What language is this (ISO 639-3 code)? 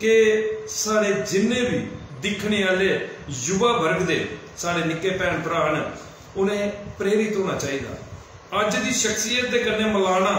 doi